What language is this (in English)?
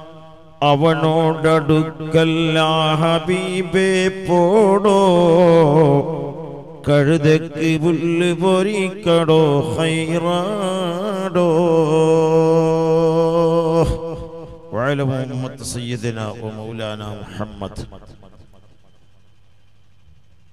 Malayalam